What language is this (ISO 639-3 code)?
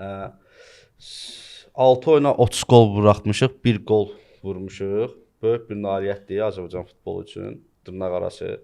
aze